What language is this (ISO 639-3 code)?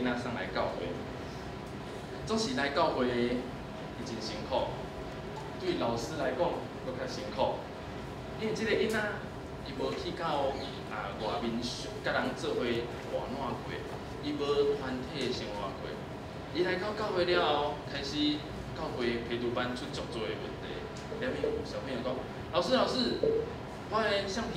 nan